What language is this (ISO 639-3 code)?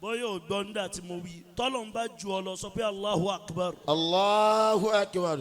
yor